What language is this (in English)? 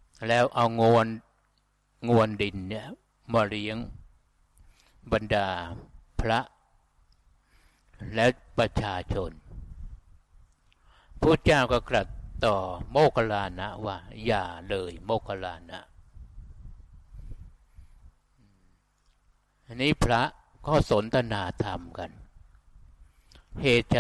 Thai